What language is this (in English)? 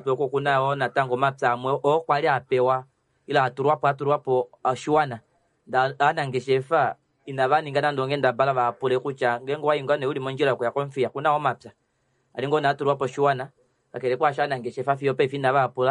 Kuanyama